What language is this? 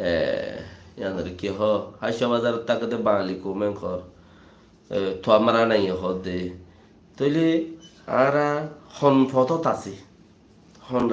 Rohingya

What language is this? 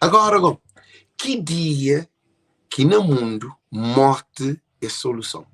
Kabuverdianu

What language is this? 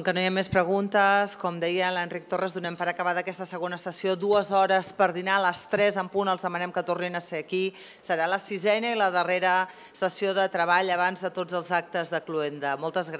Catalan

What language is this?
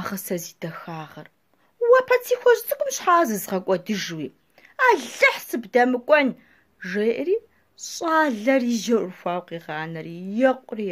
Kabardian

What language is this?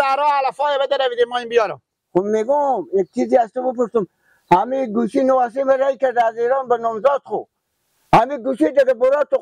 Persian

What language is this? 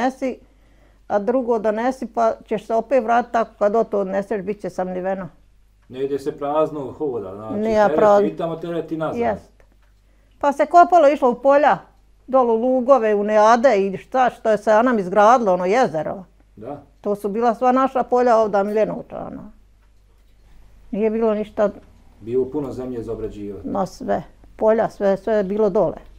Bosnian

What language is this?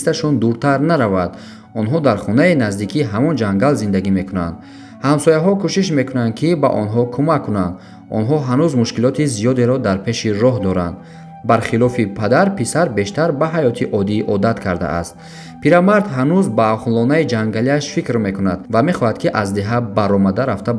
Tajik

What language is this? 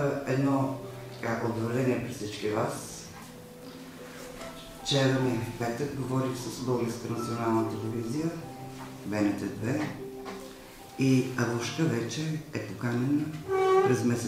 Bulgarian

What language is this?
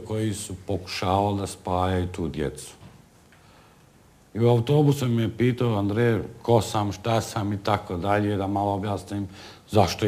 Bosnian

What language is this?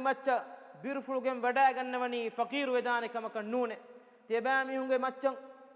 Divehi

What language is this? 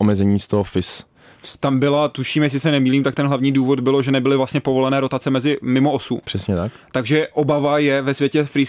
Czech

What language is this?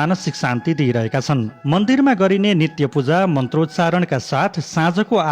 Nepali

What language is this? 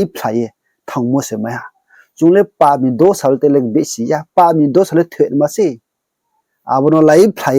Riang (India)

